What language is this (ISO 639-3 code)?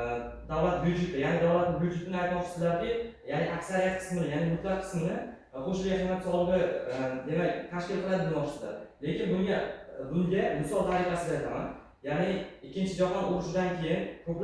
uzb